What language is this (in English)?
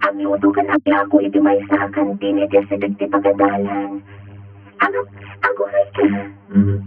Iloko